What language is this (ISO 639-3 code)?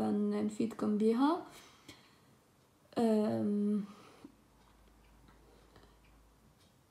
ara